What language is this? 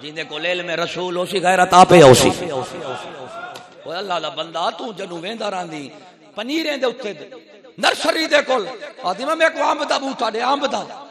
Saraiki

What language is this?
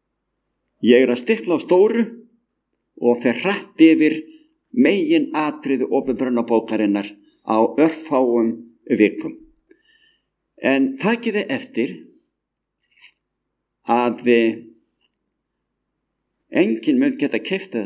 Icelandic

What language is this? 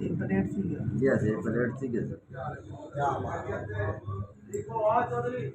Saraiki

